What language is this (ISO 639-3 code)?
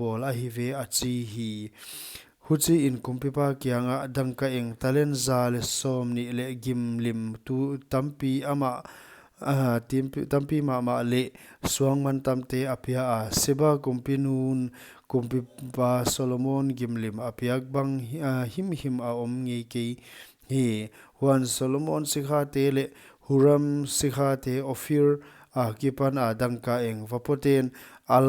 pck